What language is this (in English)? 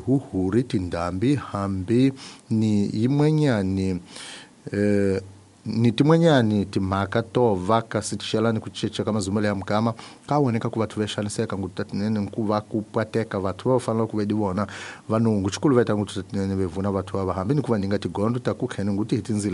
Tsonga